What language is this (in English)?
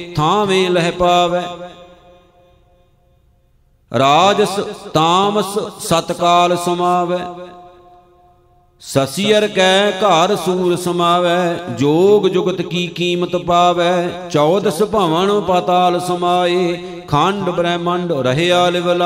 Punjabi